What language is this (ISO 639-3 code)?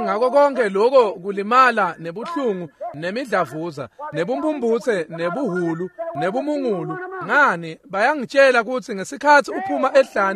ssw